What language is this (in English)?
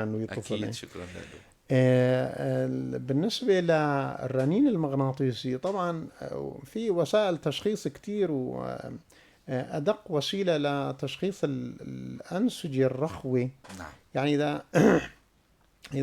North Levantine Arabic